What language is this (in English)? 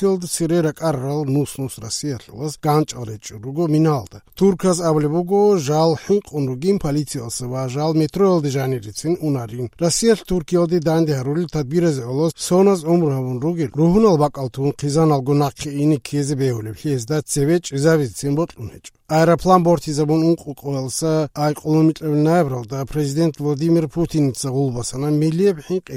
Avaric